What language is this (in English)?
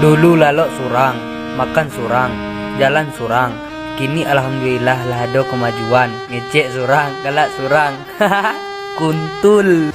Minangkabau